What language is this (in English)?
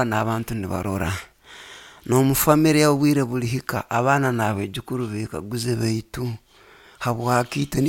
Nyoro